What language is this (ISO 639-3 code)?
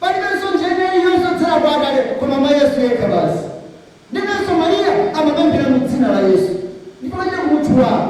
nya